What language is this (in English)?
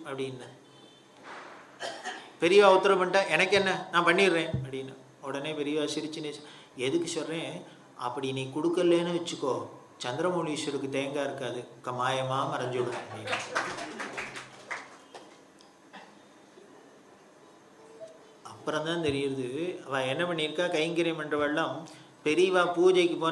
Tamil